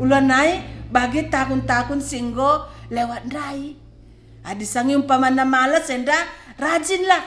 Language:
Batak Karo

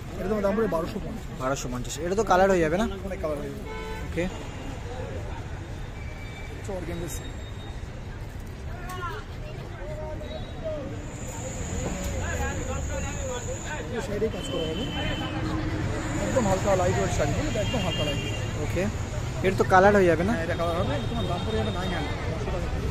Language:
Bangla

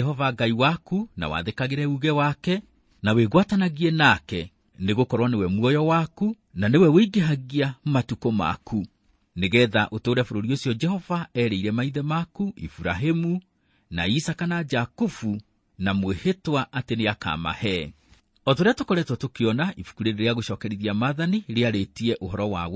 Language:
Kikuyu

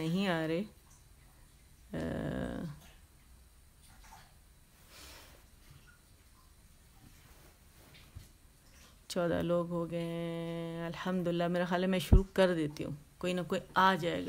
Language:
Urdu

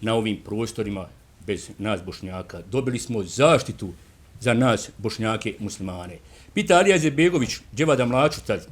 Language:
Bosnian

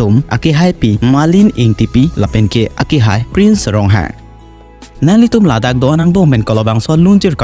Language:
Karbi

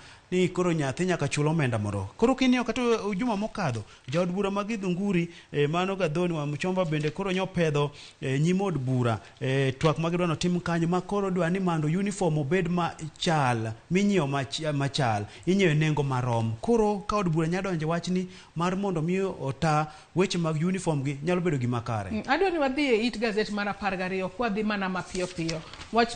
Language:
Luo (Kenya and Tanzania)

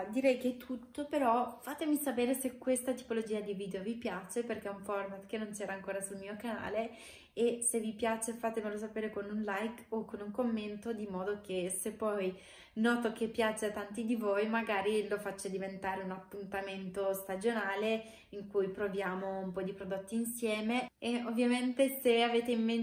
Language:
Italian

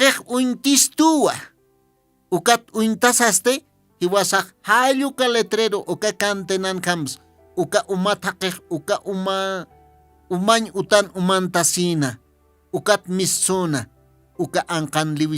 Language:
Aymara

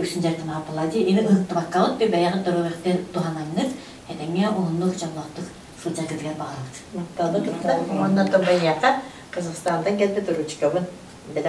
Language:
Yakut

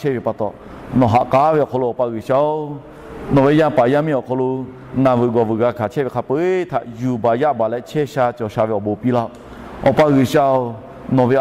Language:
Lahu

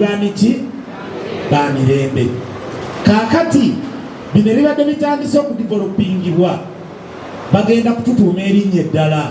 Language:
Ganda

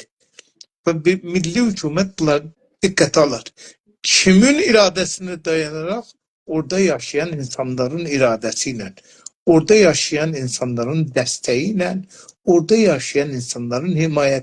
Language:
South Azerbaijani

